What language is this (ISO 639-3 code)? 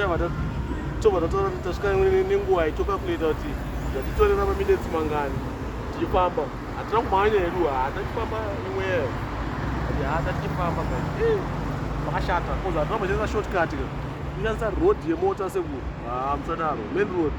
sna